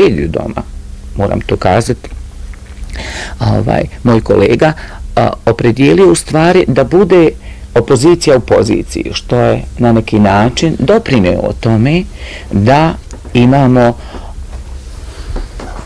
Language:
Bosnian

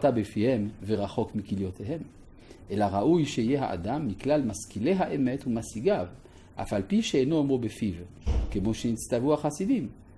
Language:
Hebrew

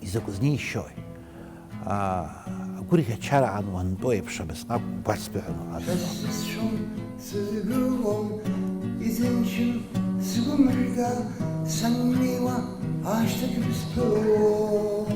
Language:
Abkhazian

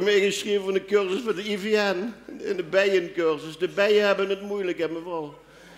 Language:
Limburgish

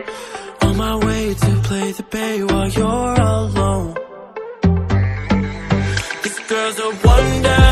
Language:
English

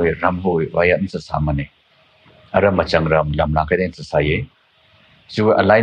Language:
Tangkhul Naga (India)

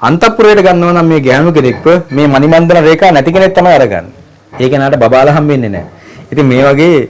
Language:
Sinhala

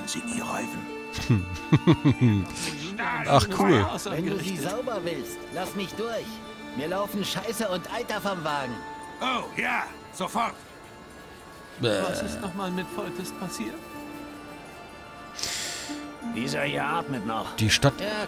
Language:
German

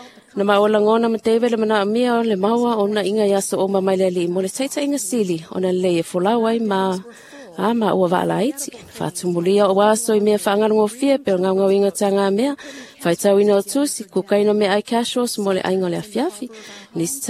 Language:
Samoan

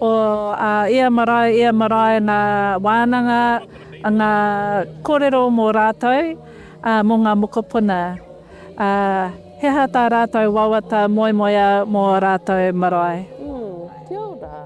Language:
Māori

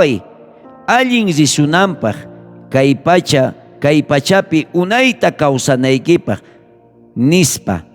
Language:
South Bolivian Quechua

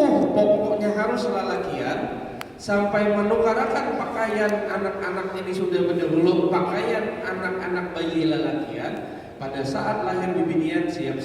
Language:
Banjar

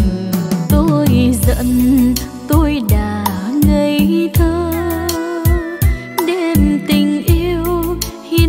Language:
Vietnamese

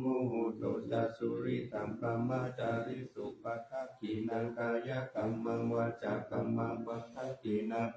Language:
Pali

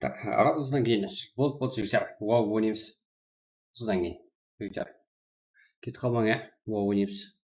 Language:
Kara-Kalpak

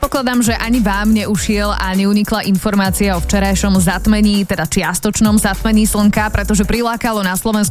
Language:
Slovak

